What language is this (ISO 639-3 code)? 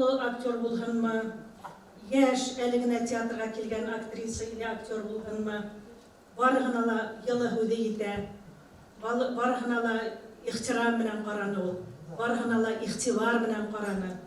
bak